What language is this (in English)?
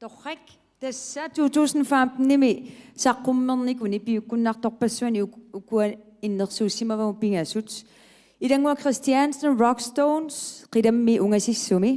Kalaallisut